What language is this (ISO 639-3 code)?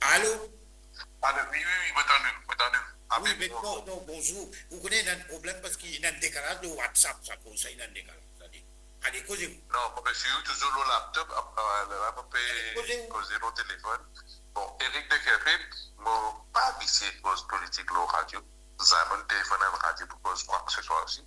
mfe